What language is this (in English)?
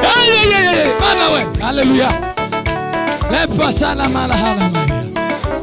Kinyarwanda